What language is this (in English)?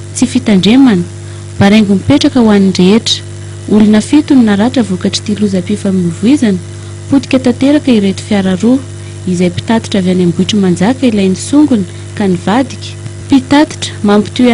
Malagasy